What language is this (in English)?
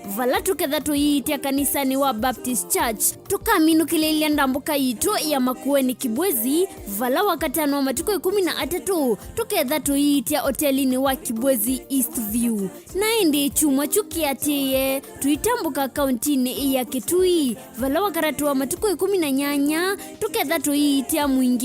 Kamba